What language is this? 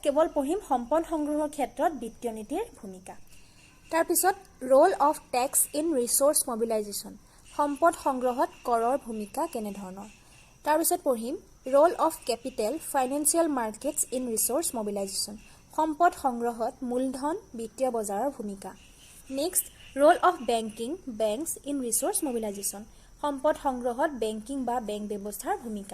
Assamese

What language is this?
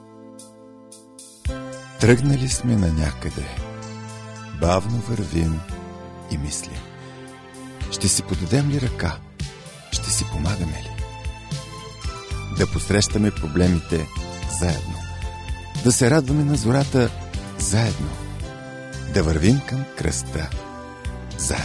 Bulgarian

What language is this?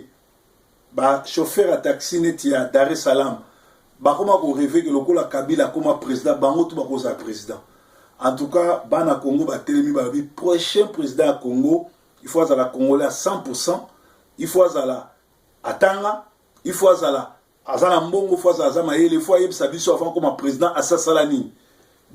Lingala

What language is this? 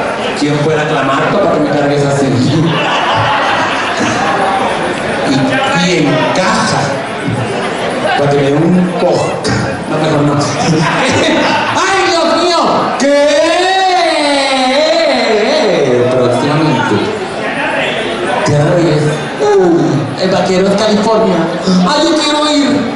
Spanish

